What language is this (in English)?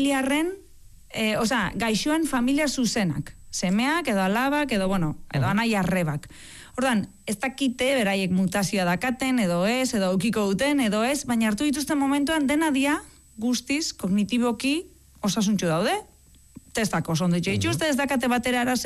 Basque